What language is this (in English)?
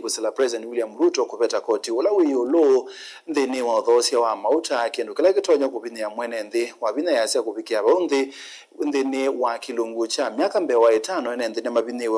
Kamba